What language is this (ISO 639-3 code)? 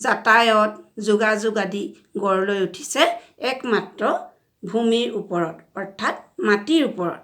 asm